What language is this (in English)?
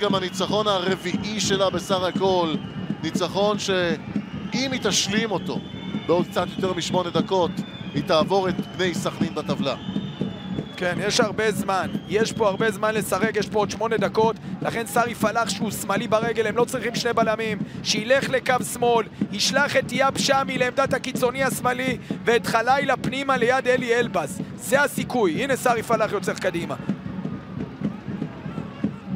Hebrew